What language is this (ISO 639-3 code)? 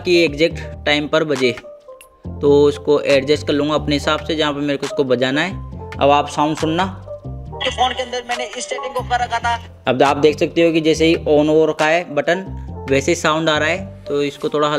hin